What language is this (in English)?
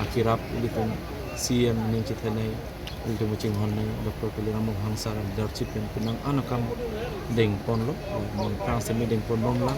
Karbi